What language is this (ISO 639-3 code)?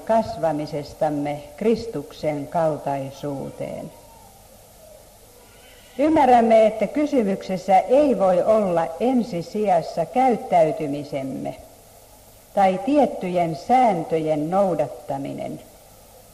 fin